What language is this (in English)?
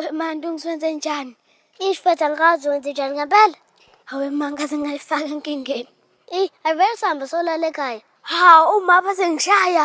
Zulu